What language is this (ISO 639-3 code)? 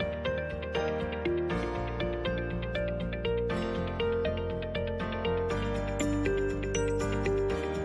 cat